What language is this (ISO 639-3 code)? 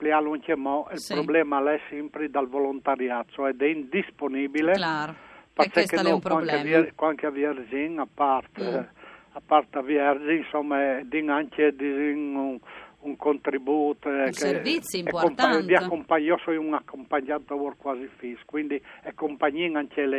fur